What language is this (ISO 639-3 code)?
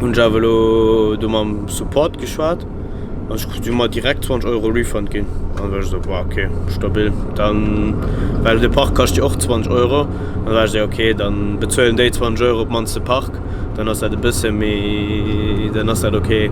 ltz